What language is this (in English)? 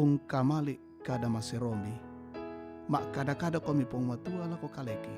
Toraja-Sa'dan